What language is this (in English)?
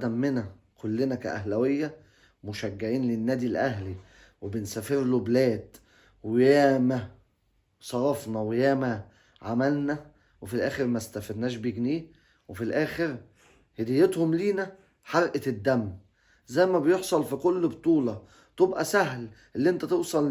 Egyptian Arabic